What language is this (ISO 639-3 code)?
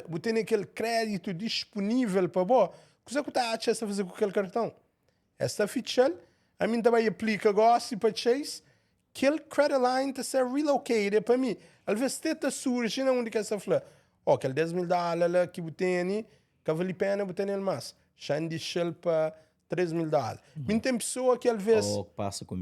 kea